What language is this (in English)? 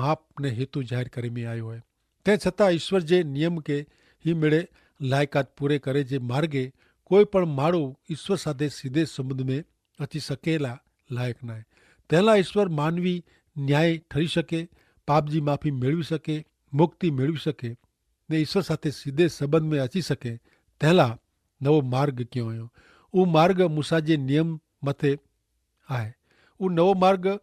Kachhi